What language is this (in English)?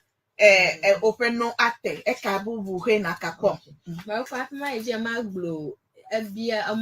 Ewe